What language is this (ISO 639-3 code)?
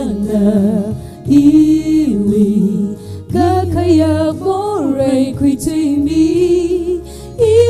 nmf